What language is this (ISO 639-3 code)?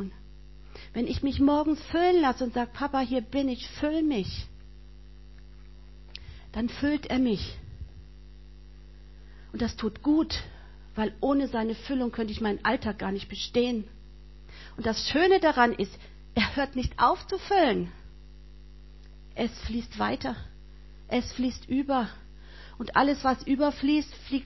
deu